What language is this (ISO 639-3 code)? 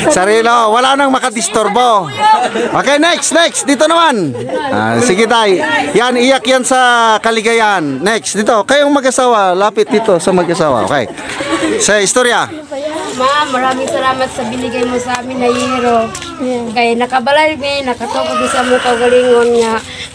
fil